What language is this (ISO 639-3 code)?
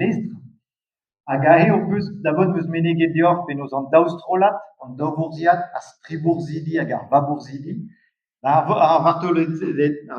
bre